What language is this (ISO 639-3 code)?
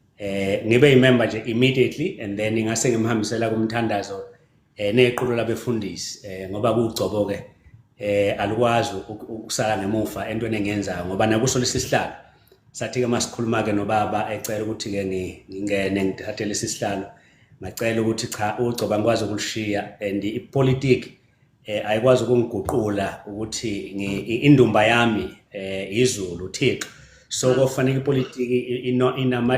zul